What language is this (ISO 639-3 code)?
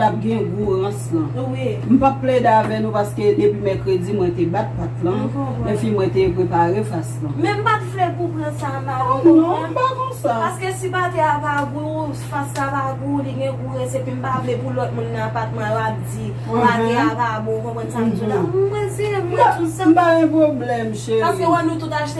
hat